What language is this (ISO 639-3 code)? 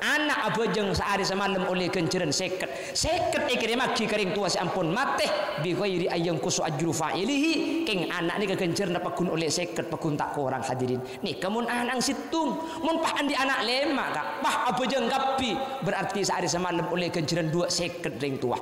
mad